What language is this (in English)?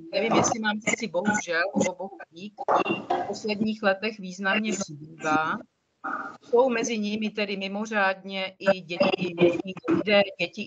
Czech